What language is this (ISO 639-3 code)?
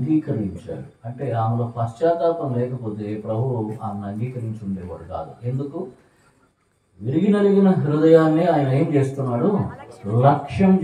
tel